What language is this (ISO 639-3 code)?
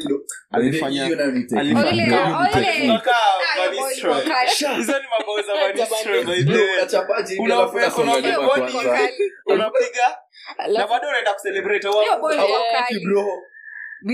swa